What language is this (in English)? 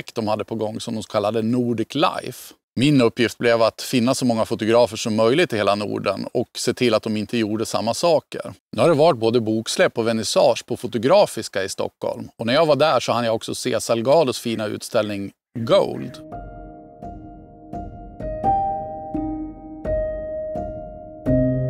Swedish